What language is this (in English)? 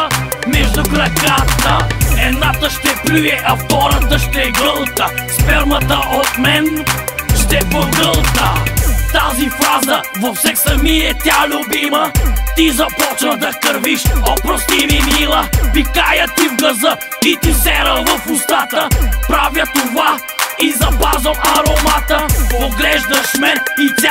Bulgarian